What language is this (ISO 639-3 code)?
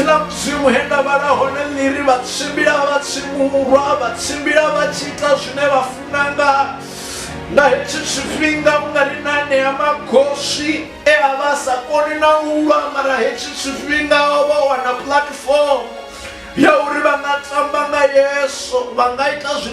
ven